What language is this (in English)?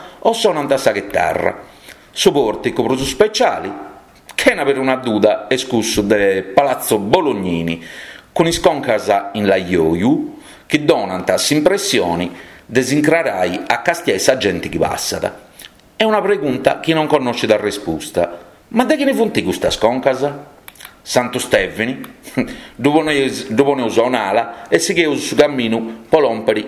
Sardinian